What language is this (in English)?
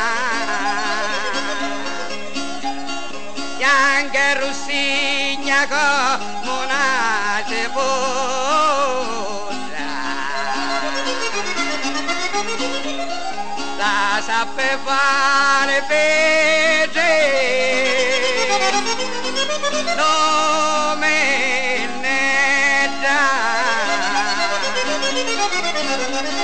Italian